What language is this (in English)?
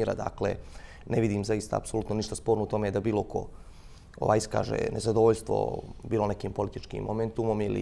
Bosnian